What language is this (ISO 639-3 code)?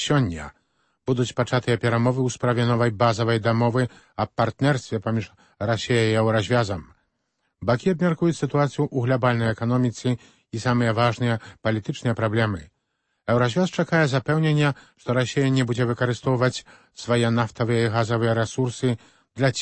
bel